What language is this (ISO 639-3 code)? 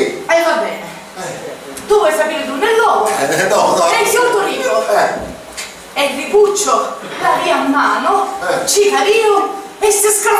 scn